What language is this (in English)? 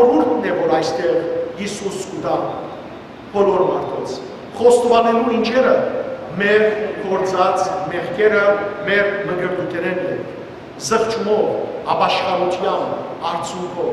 Western Armenian